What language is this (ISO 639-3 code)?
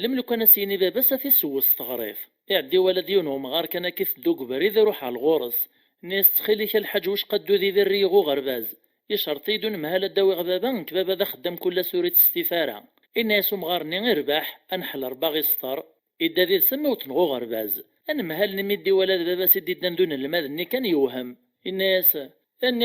kab